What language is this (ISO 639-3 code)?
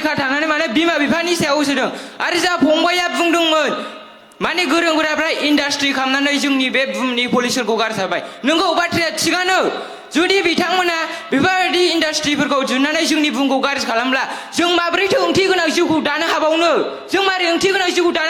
brx